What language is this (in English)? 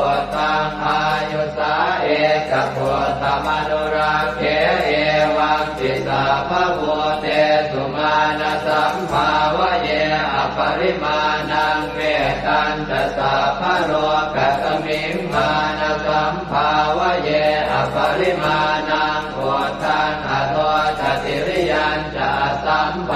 Pali